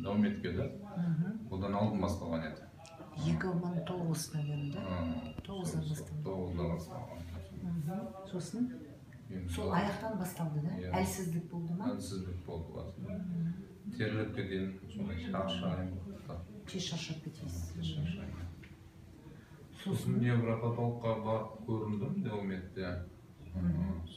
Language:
Kazakh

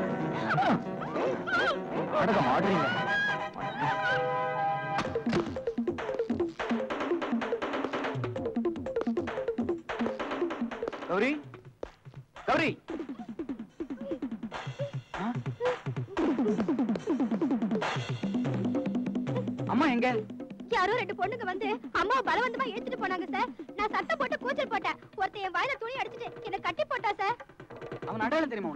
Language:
Tamil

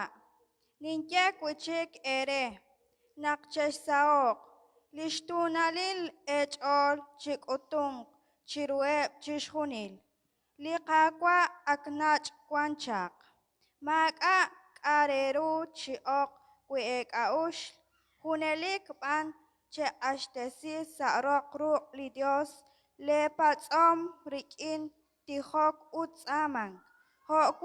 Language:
Kekchí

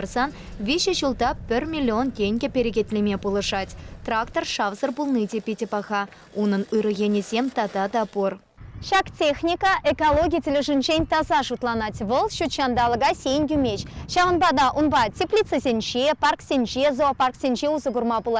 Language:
Chuvash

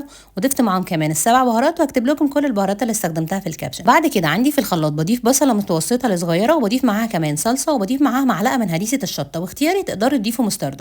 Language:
Egyptian Arabic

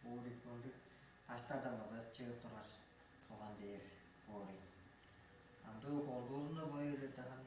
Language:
Tuvinian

